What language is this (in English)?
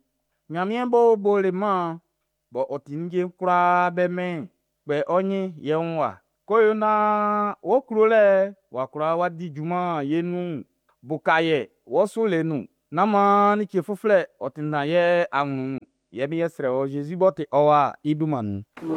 Baoulé